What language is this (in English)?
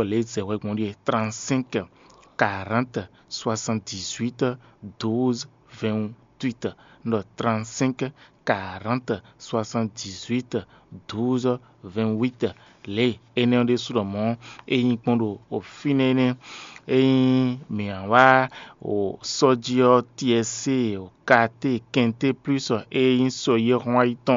Fon